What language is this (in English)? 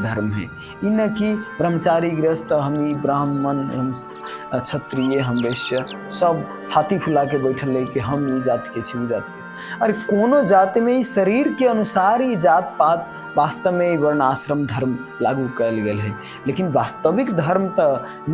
Maithili